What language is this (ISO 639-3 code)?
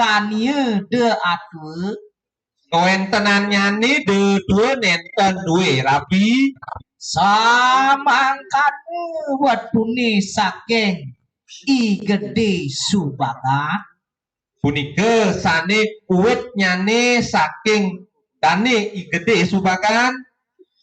ban